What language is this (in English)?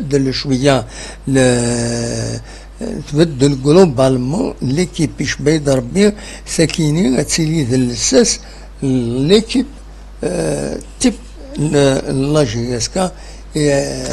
Kabyle